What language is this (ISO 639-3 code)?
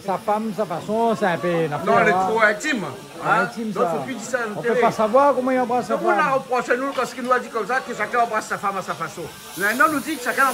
rcf